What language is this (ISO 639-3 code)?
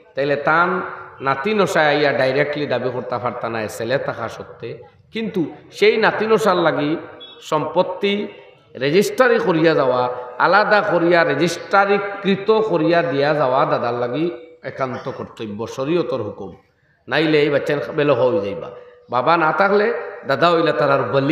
syl